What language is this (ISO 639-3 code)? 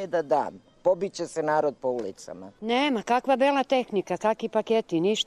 srp